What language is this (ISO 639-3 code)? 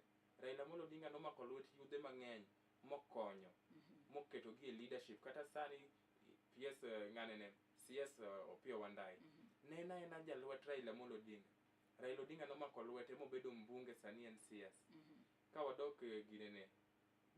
luo